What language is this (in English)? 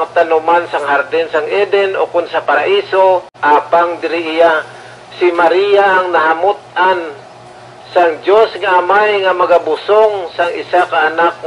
Hiligaynon